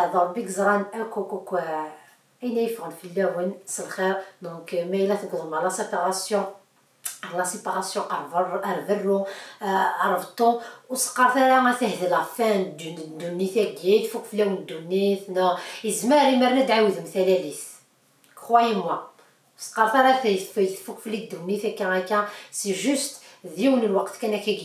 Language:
Kabyle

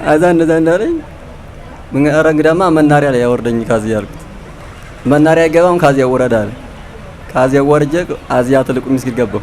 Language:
Amharic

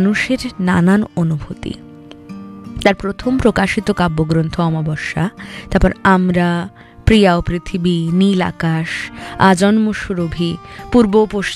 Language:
Bangla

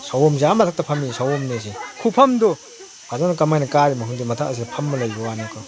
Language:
Manipuri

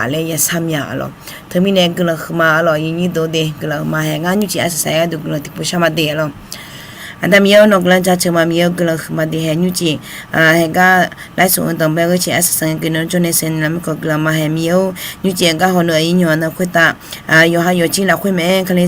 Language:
Akha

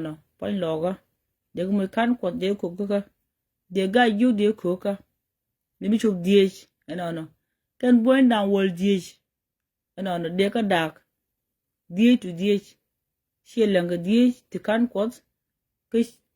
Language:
Nuer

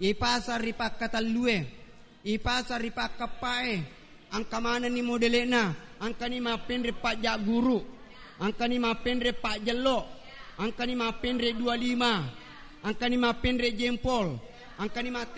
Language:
Buginese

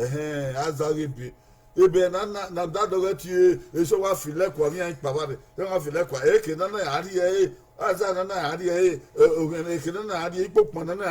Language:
Bini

